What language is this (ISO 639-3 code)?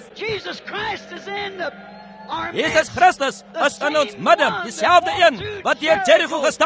afr